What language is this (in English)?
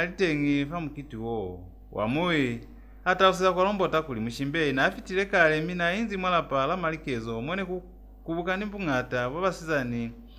Lozi